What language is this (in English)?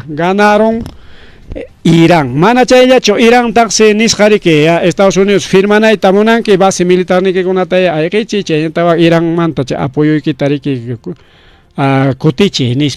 Ayacucho Quechua